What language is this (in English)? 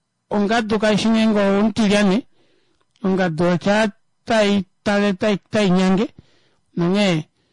Kuanyama